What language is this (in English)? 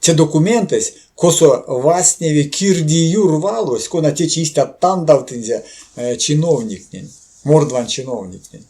Erzya